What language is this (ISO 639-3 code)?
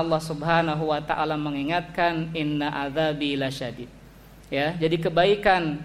ind